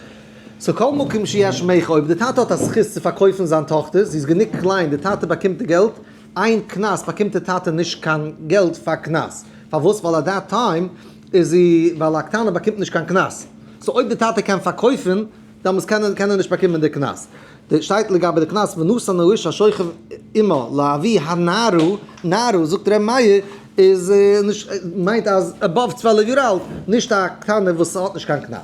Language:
Yiddish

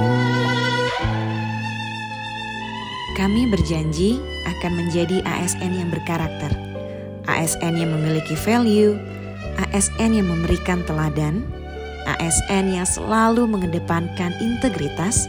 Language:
Indonesian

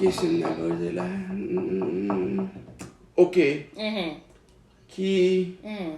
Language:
Haitian Creole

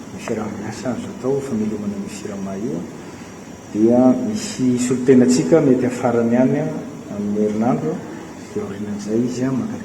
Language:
Malagasy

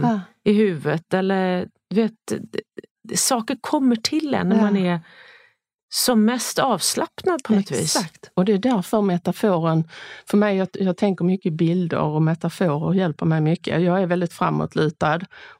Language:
Swedish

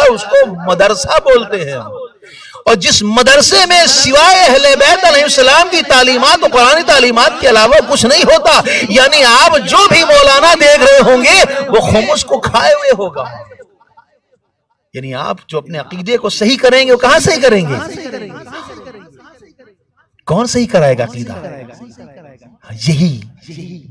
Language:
Urdu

